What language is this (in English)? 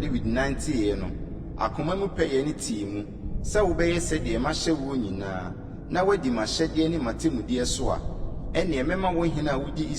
Akan